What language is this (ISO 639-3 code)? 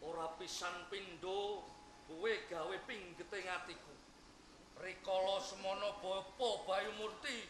jav